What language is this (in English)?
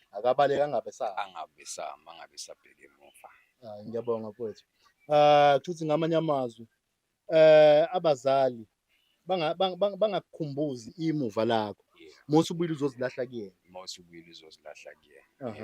Zulu